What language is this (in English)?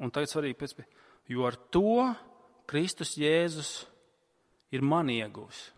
Latvian